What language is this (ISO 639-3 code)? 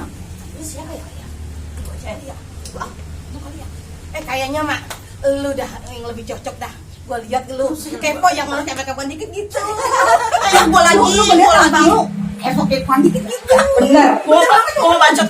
bew